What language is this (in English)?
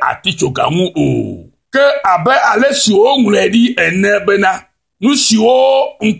Ewe